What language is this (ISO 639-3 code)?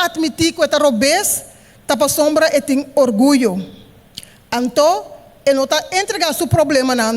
pap